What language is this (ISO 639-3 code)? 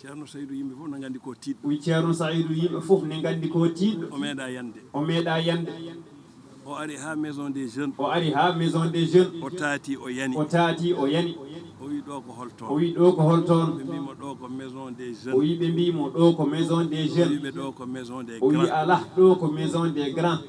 ful